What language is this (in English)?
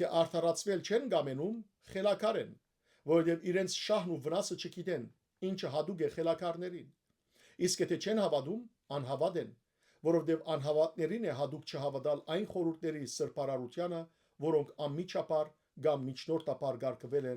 Western Armenian